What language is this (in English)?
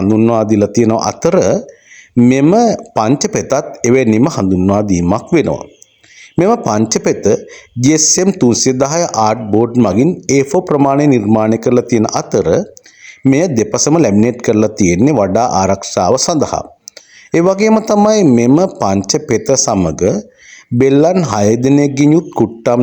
Sinhala